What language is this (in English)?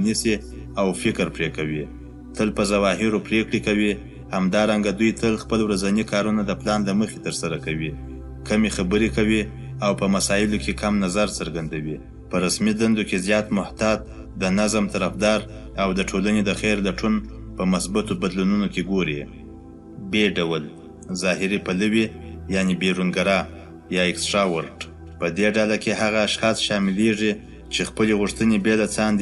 Pashto